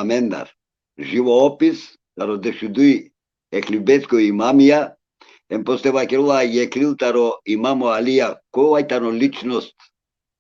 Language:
Balkan Romani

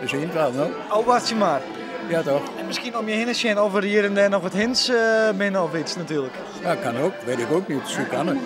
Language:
Western Frisian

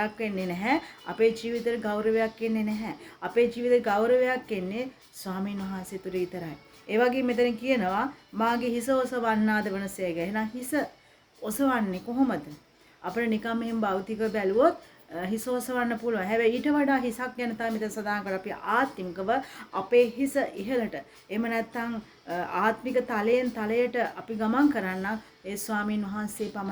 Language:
Sinhala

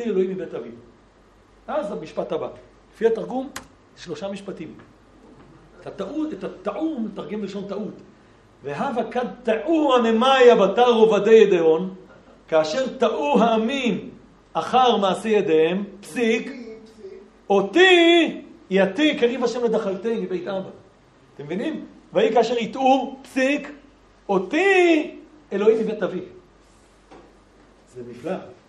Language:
Hebrew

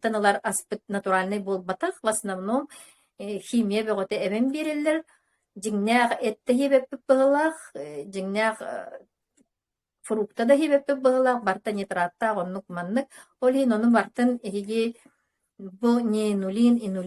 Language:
Yakut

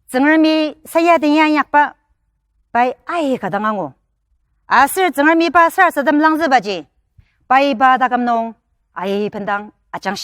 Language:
Ao Naga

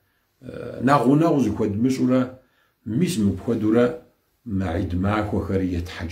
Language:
Kabardian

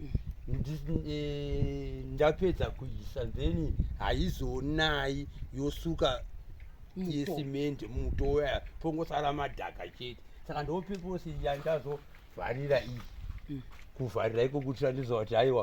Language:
Shona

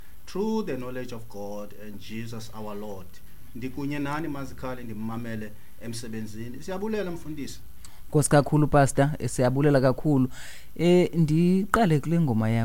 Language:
Xhosa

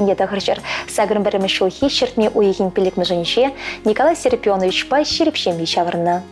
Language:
Chuvash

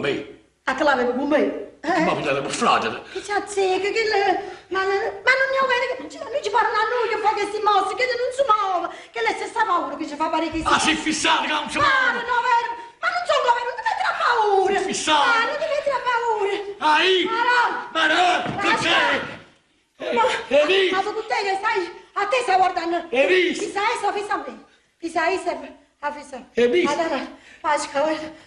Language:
Neapolitan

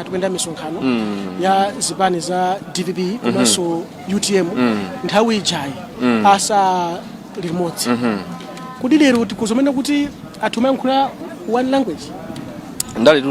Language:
Nyanja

